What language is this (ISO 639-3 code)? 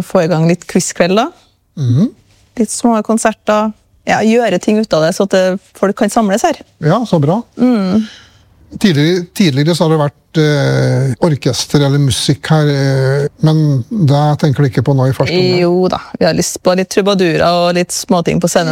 nor